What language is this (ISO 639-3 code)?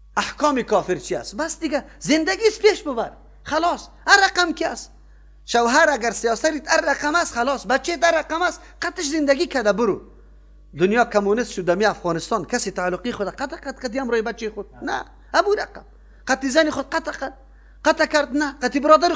fas